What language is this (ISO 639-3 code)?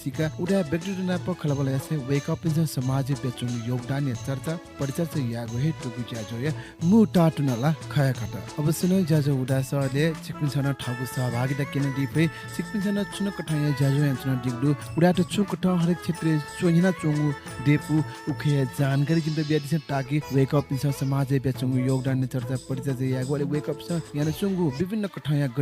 new